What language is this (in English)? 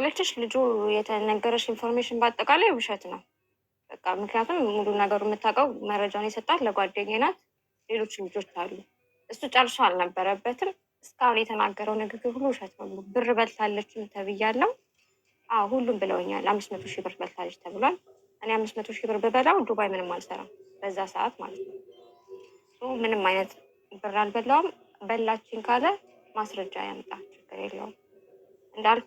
Amharic